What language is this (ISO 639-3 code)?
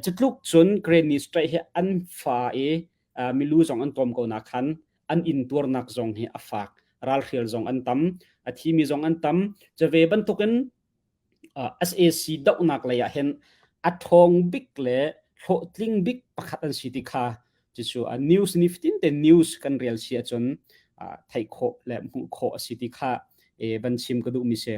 cnh